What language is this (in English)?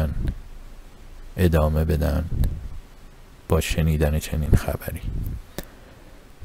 Persian